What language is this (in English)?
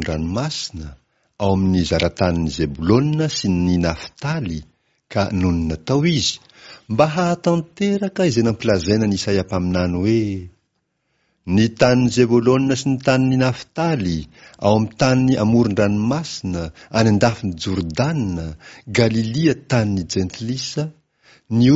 Malagasy